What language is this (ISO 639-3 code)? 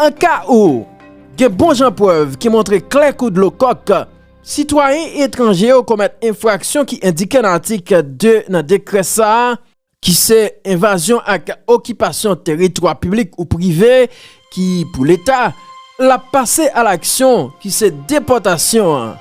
hat